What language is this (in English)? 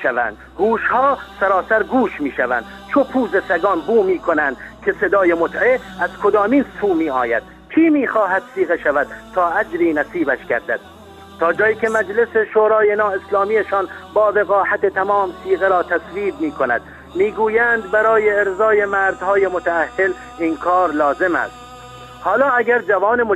Persian